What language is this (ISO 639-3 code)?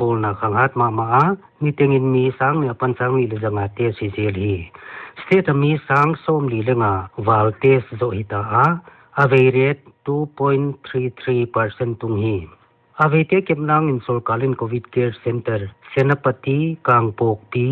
pck